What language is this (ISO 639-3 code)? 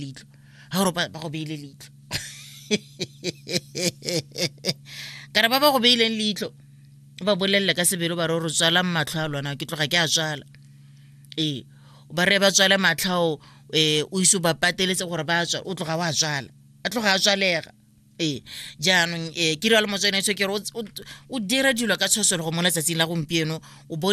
tsn